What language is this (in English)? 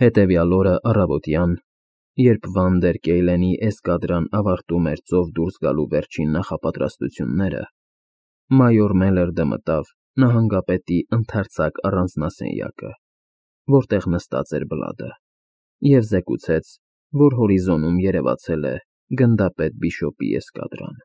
Armenian